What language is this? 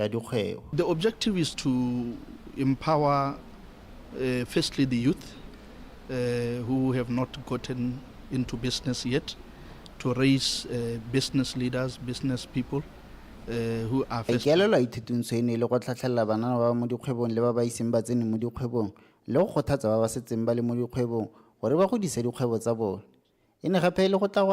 Tswana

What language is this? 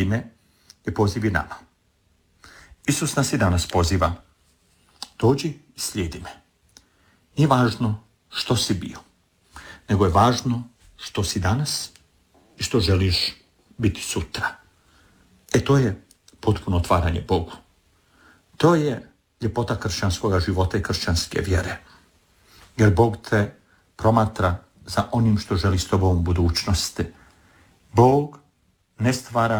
Croatian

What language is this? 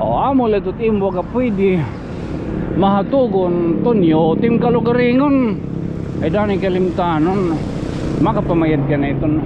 Waray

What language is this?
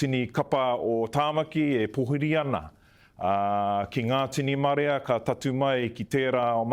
Māori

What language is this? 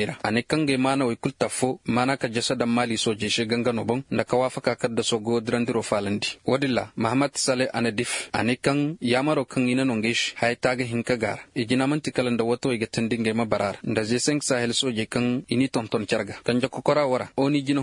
Koyraboro Senni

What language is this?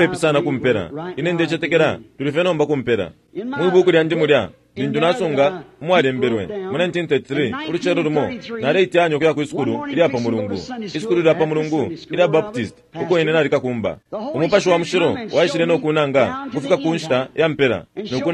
Bemba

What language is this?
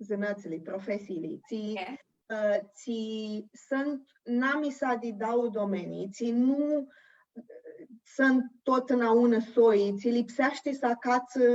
Aromanian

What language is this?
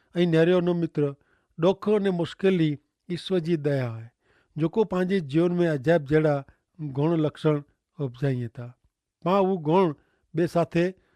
Kachhi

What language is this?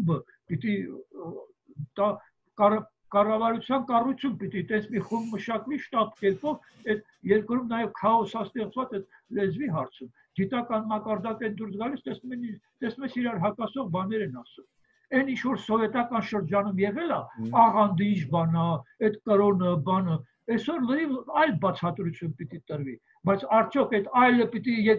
Armenian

